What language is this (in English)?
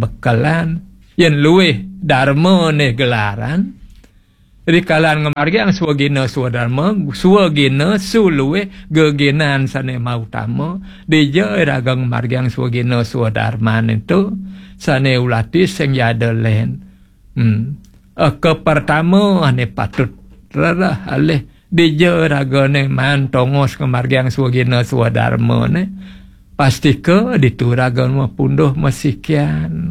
Balinese